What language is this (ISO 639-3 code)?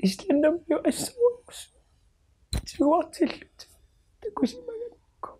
kal